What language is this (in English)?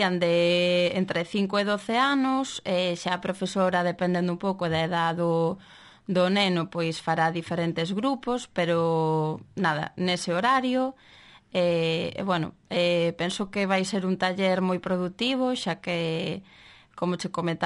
Galician